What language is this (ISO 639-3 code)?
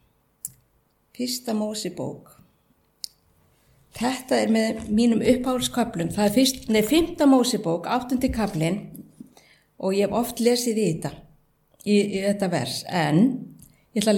isl